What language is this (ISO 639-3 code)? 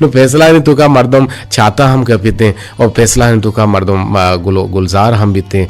bgp